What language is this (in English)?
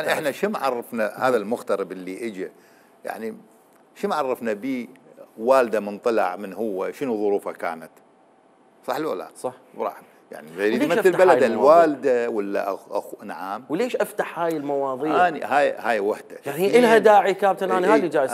Mesopotamian Arabic